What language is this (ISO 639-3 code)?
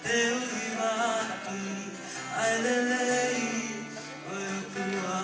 ton